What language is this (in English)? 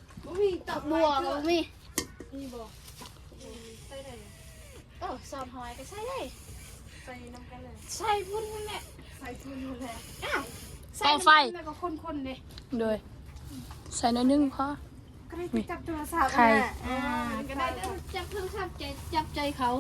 Northeastern Thai